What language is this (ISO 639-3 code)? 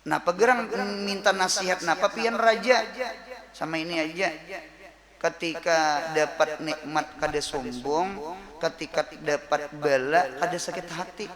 bjn